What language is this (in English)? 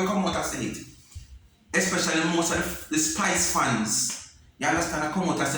Jamaican Creole English